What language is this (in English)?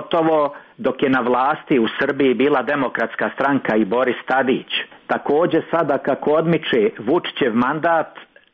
Croatian